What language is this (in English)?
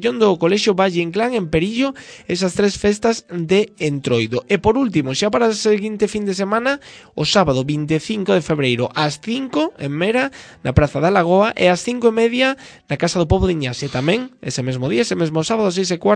Galician